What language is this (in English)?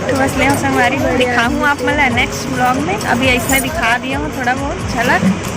Chhattisgarhi